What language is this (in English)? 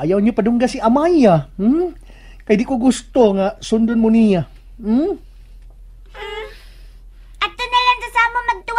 Cebuano